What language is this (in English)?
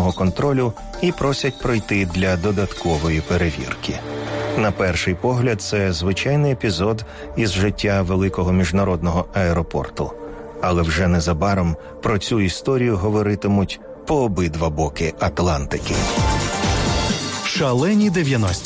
Ukrainian